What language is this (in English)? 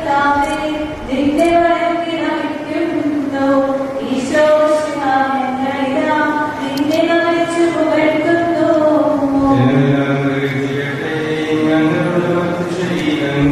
Malayalam